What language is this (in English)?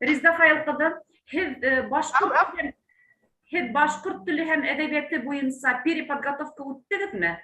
Bashkir